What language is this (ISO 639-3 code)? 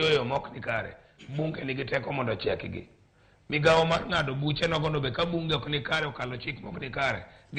luo